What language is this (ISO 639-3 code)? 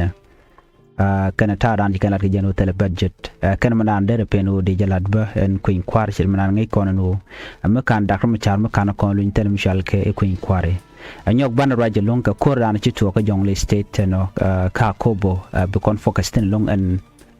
nus